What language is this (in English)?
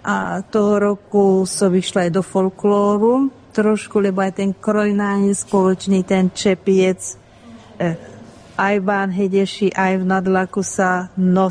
Slovak